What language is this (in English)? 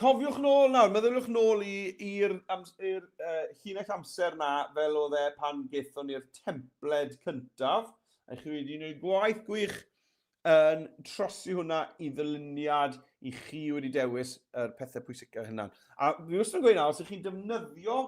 Welsh